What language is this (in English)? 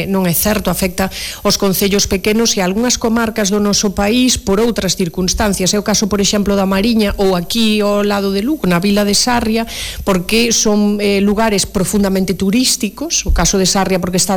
Galician